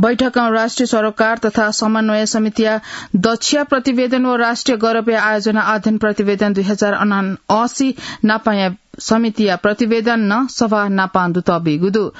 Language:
Newari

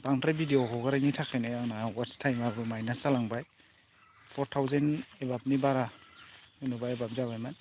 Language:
Bodo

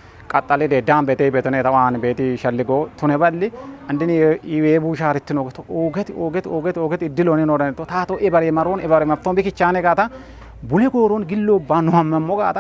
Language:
Kafa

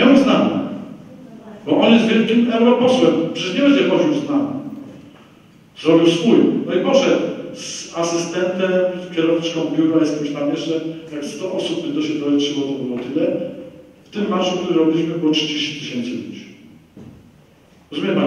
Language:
Polish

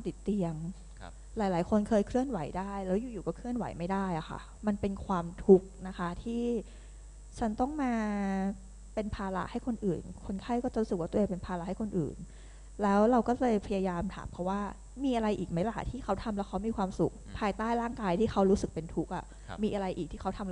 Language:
Thai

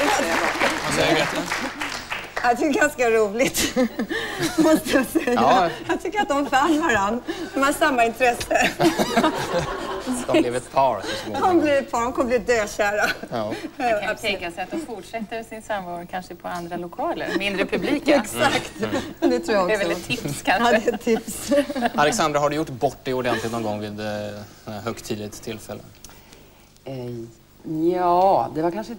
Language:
Swedish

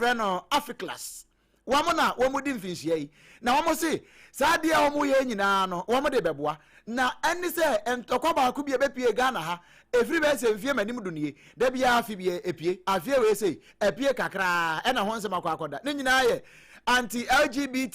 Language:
Akan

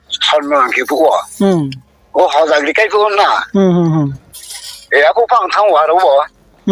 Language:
Riang (India)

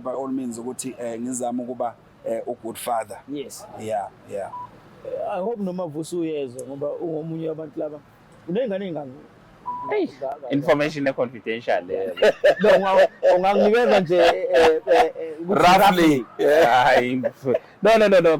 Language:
Zulu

